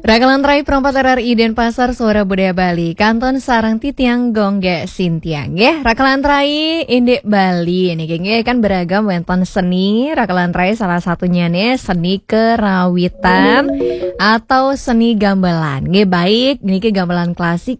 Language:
Balinese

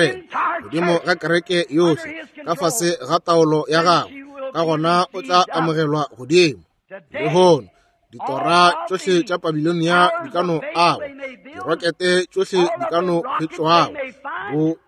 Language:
Northern Sotho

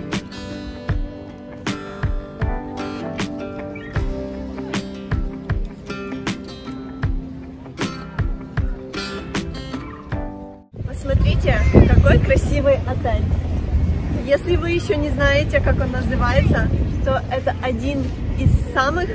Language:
Russian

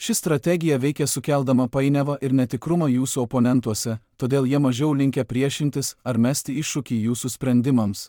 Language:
Lithuanian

